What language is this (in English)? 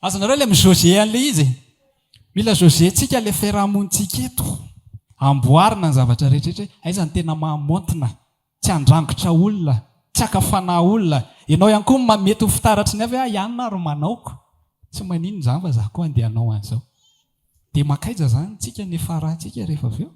Malagasy